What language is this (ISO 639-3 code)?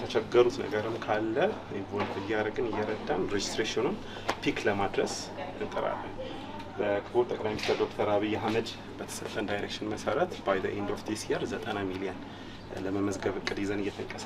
amh